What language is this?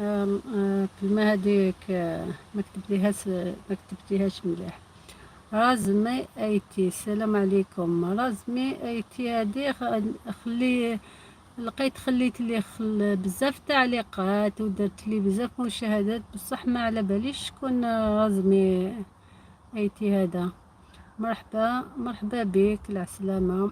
Algerian Arabic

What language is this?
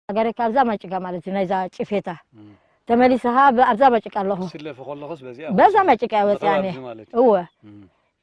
Tigrinya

